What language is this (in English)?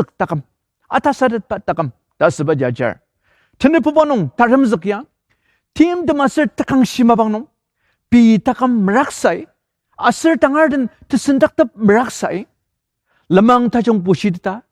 Ao Naga